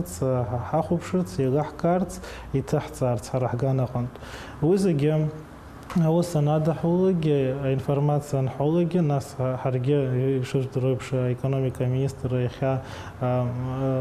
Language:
Abkhazian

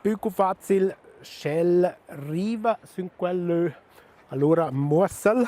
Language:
Romansh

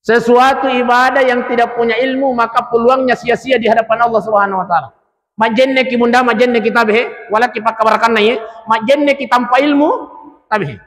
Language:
Buginese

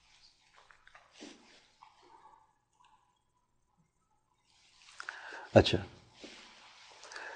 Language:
Urdu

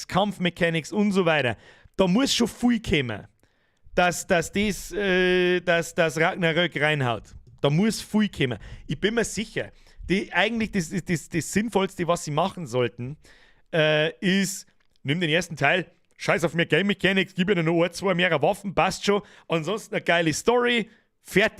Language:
Bavarian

